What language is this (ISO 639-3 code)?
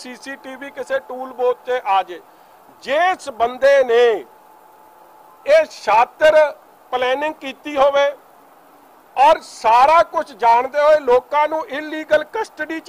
pan